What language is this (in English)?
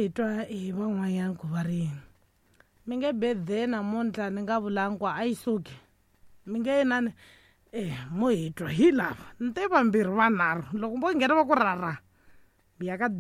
Tsonga